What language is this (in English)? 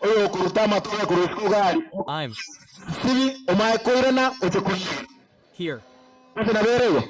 Gusii